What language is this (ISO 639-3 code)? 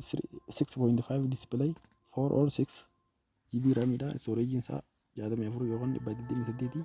orm